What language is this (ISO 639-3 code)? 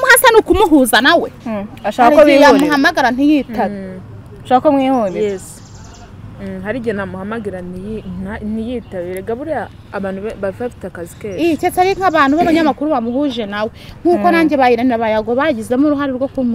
kin